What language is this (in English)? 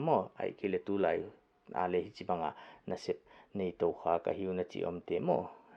Paite Chin